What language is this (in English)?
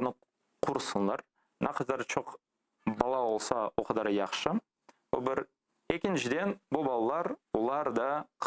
Crimean Tatar